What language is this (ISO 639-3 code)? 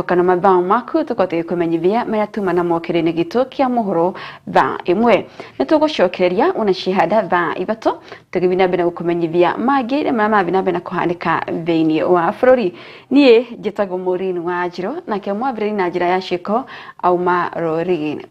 kik